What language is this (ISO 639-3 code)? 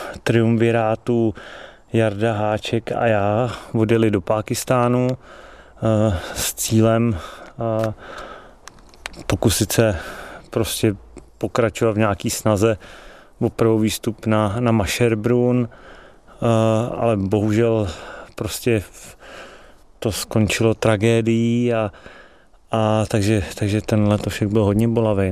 ces